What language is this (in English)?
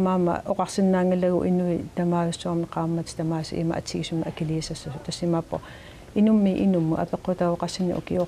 Kalaallisut